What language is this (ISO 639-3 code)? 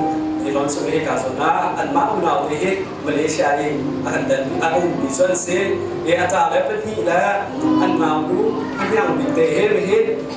cnh